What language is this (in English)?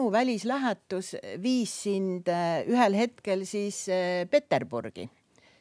Estonian